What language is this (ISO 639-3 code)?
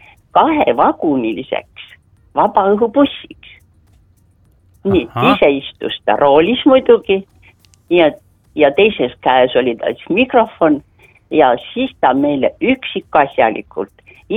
est